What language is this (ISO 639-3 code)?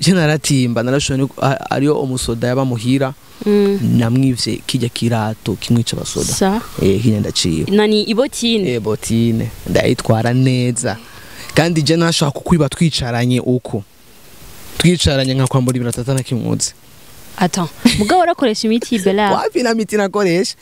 run